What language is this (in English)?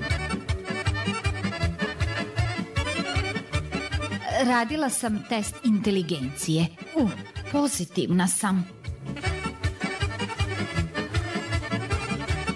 Croatian